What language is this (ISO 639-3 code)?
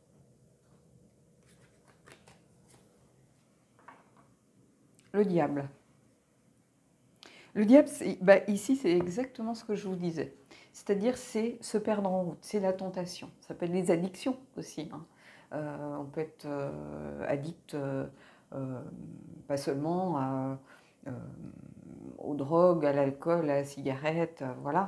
fra